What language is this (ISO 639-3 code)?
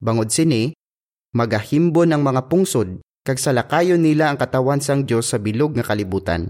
hil